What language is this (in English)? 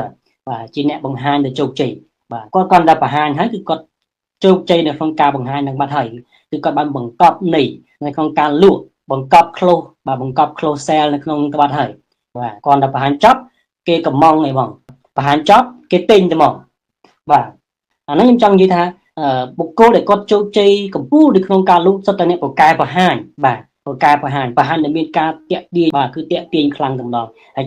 Khmer